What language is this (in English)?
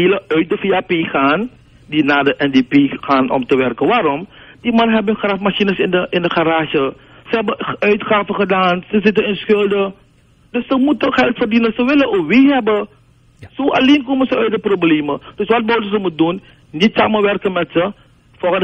Dutch